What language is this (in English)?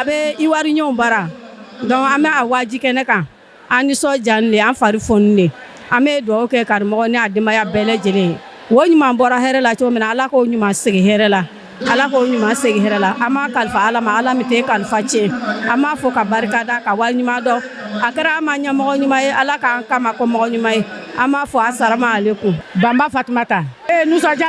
Bambara